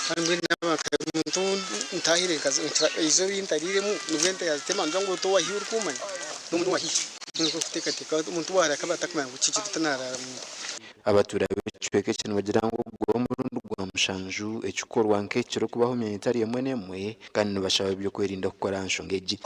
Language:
Nyankole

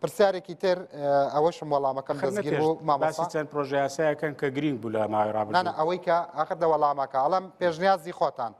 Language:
Central Kurdish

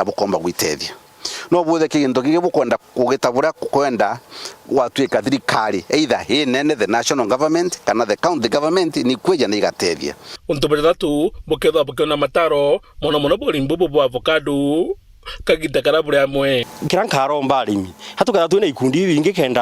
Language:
Meru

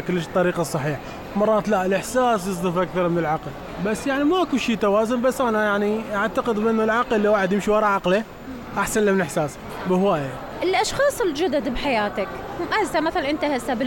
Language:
Mesopotamian Arabic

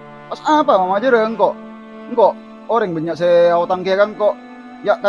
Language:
Madurese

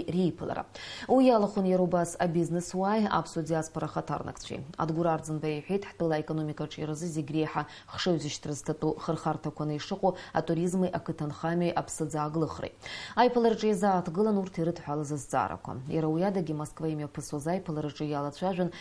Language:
Abkhazian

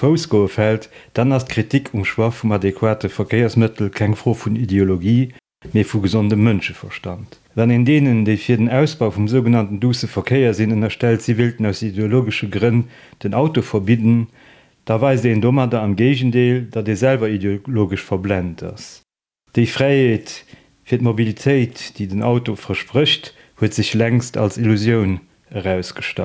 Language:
Luxembourgish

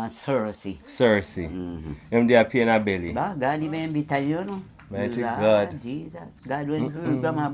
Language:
Jamaican Creole English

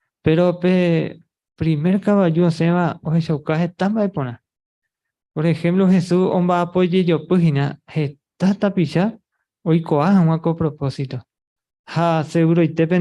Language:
Guarani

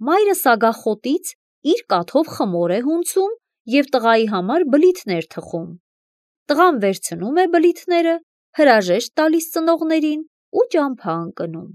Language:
Armenian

